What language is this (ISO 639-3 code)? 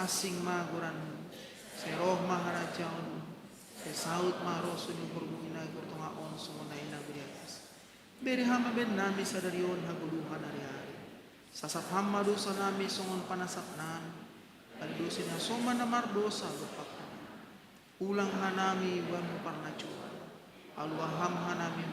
bts